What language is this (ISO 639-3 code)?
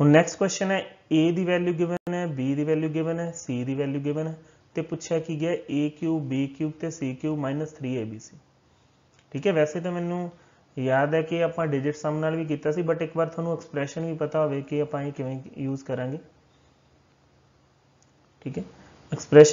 pan